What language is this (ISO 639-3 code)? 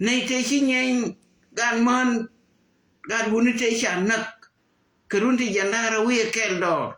nus